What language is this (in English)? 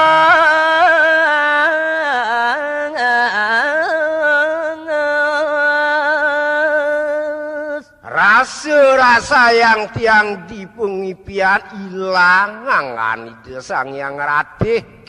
Balinese